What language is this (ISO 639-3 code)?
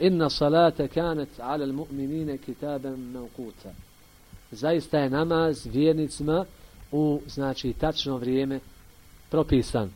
bos